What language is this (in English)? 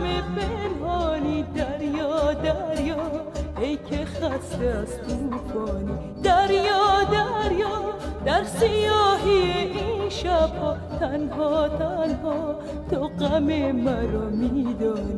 Persian